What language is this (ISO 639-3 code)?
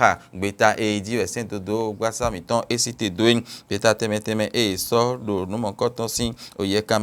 fon